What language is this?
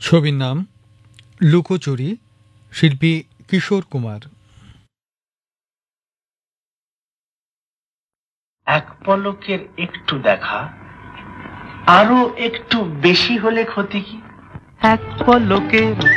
Bangla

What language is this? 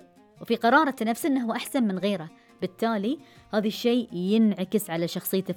Gulf Arabic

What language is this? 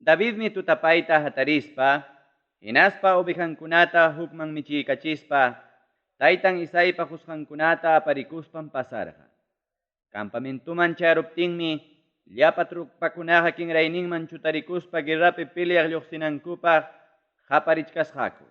Ayacucho Quechua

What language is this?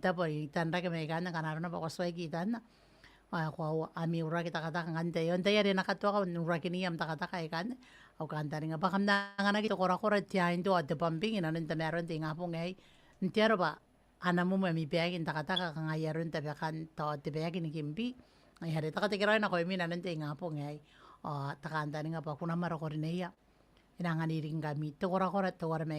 Gilbertese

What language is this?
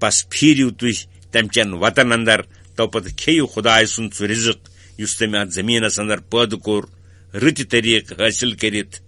Kashmiri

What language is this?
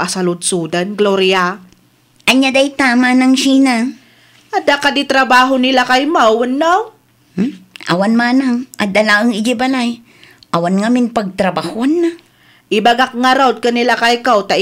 Iloko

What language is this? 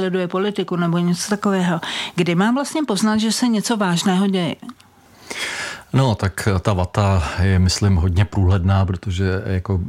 Czech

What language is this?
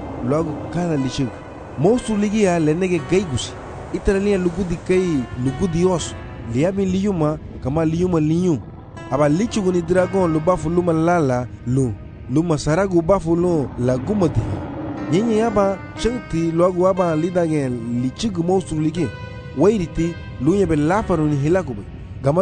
Garifuna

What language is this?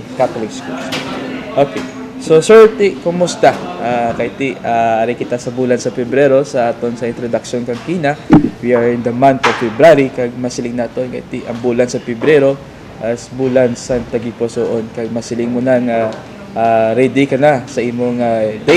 Hiligaynon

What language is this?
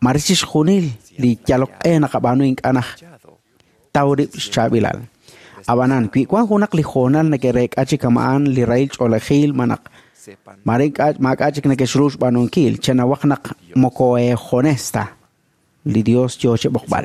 Kekchí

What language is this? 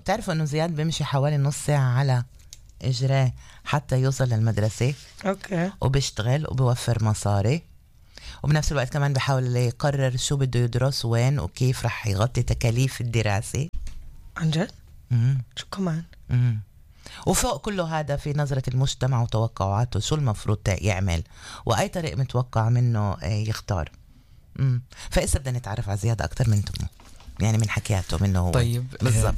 North Levantine Arabic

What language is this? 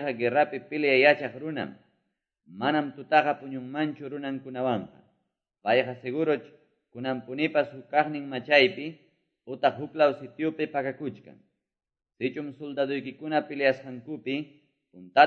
Quechua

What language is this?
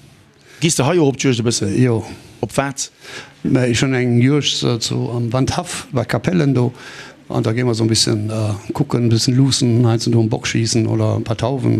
Luxembourgish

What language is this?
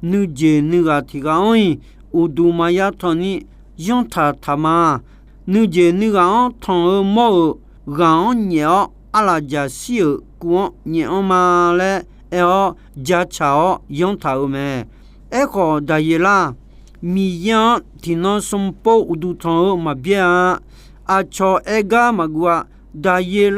Akha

